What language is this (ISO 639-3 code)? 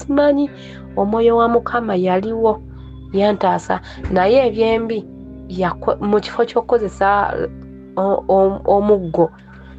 lug